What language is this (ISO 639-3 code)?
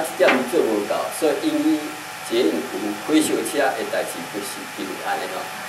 nan